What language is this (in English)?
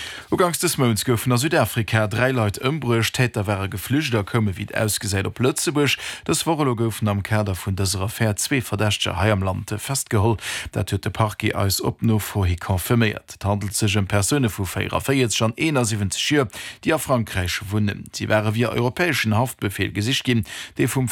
Luxembourgish